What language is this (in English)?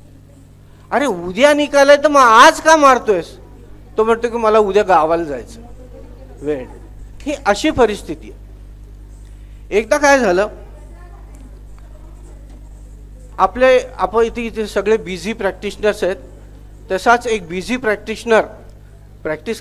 Marathi